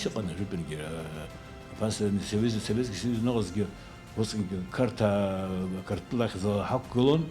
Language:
Abkhazian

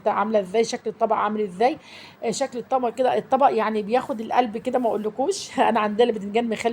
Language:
Egyptian Arabic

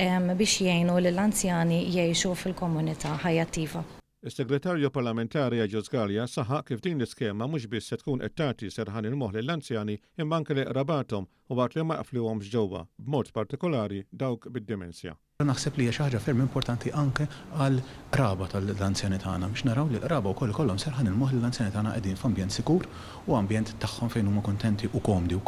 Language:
Maltese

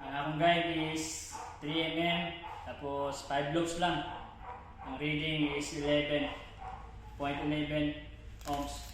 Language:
Cebuano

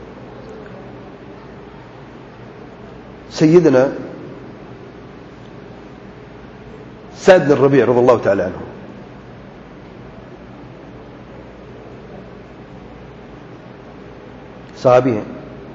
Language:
Urdu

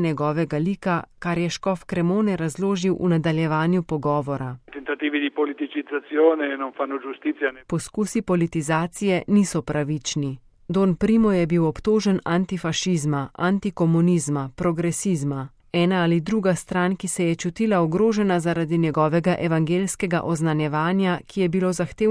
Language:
Slovenian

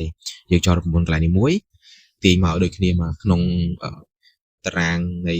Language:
Khmer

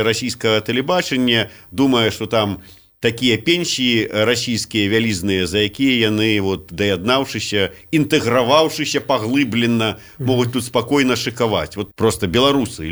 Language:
Belarusian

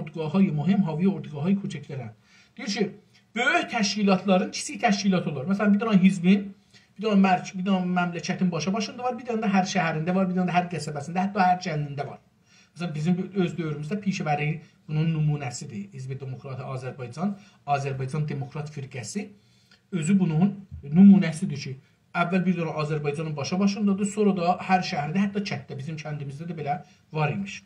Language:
South Azerbaijani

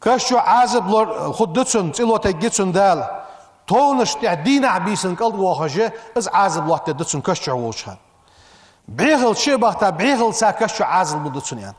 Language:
Ingush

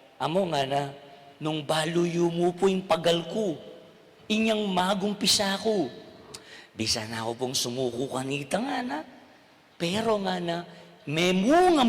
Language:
Pampanga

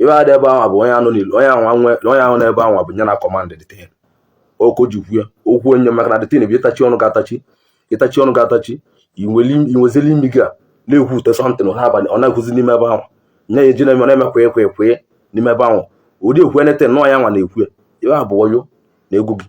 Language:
Igbo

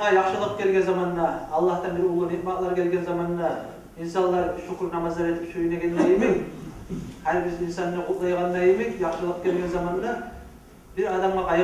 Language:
Kumyk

